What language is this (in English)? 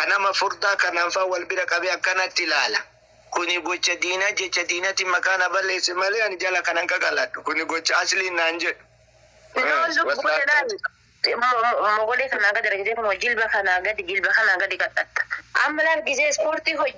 Oromo